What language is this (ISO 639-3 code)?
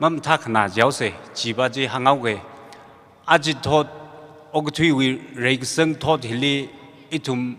nmf